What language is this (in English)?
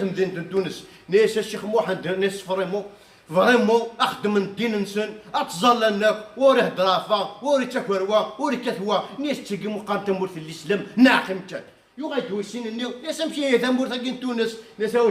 Kabyle